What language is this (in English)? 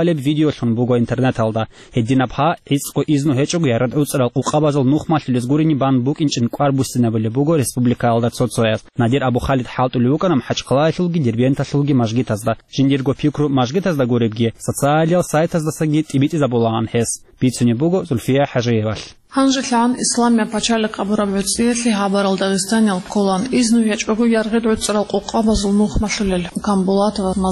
Avaric